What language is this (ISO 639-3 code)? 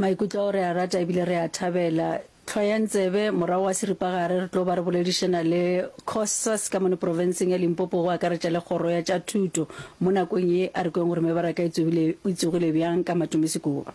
nso